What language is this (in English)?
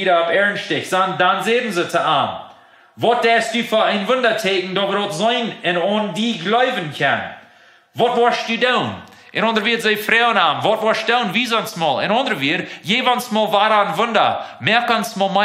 Plautdietsch